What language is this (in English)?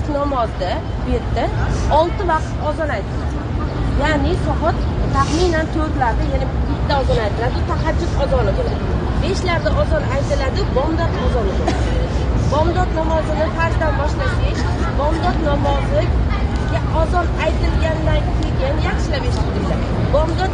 Uzbek